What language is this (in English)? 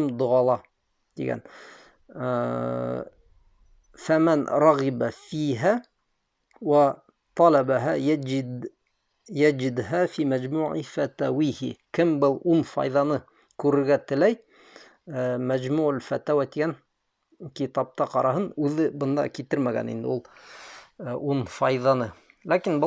Bashkir